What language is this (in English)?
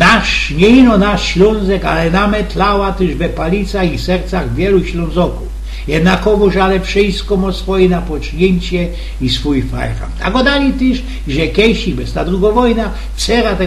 Silesian